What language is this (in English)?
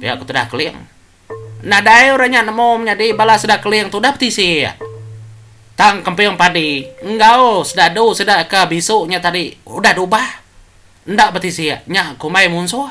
Iban